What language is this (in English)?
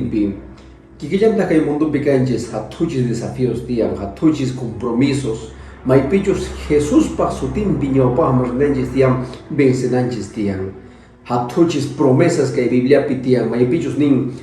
Quechua